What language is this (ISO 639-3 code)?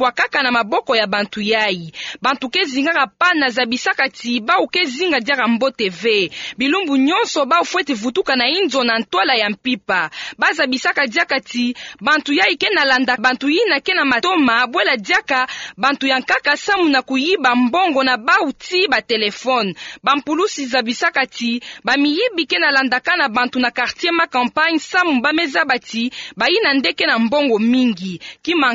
ktu